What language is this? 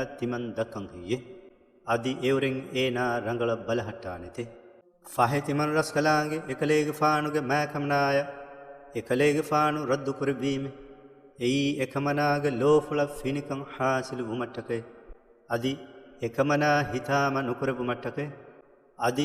Divehi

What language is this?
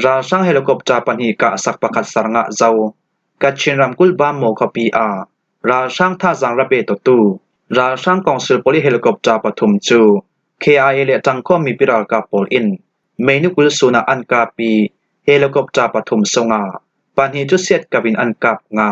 Falam Chin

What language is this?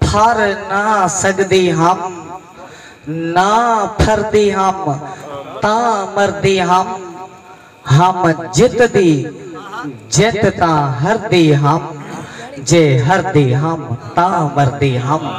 Saraiki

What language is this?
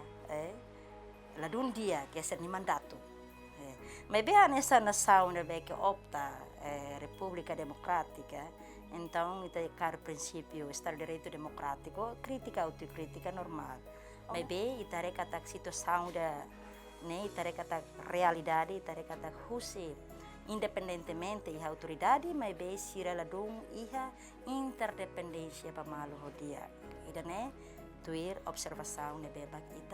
Tetum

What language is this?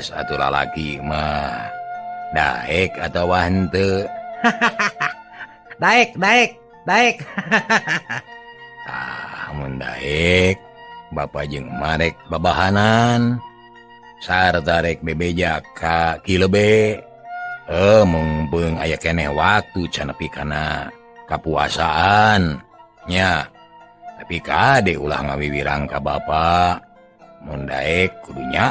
Sundanese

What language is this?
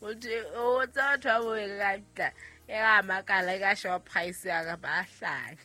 Southern Sotho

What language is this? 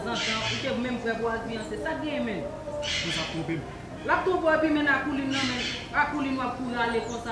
Haitian Creole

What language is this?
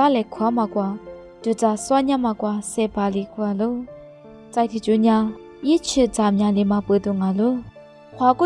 Lisu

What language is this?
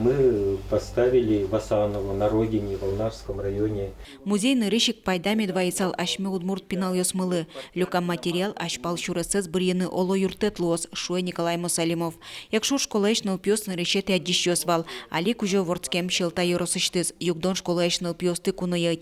Udmurt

